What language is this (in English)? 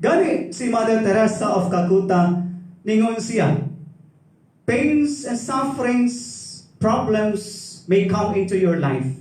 Cebuano